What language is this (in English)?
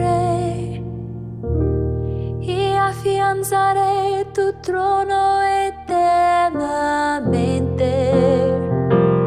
Spanish